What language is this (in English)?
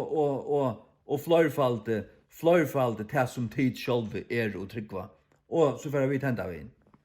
Faroese